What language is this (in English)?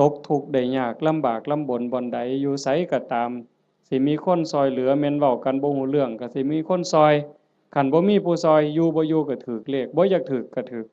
Lao